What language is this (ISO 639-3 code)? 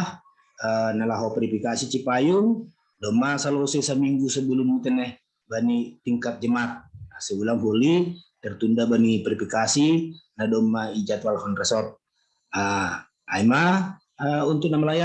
bts